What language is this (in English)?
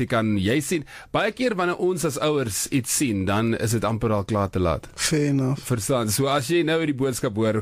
Afrikaans